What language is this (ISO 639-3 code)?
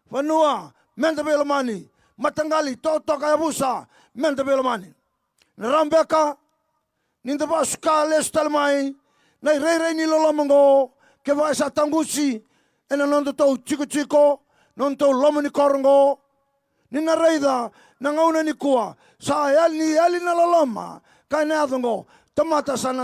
fij